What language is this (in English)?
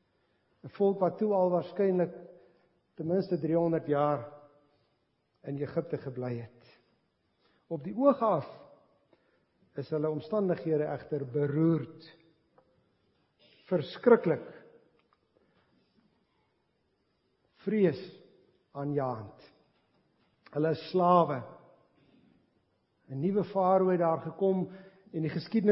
Afrikaans